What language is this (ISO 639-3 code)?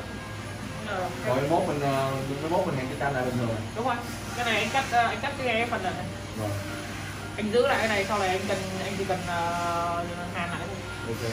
vie